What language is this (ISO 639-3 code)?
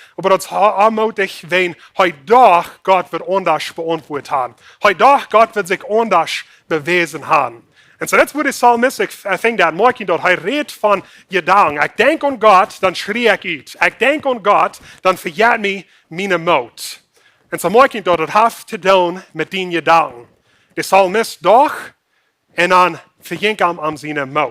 pdt